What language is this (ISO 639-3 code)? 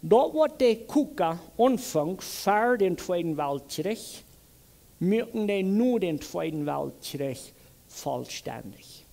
pdt